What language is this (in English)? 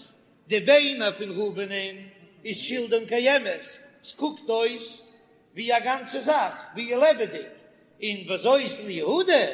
Yiddish